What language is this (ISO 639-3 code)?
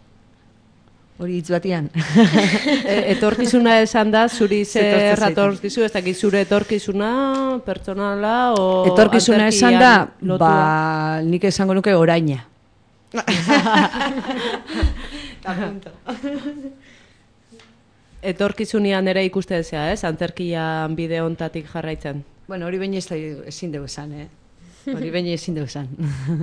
eus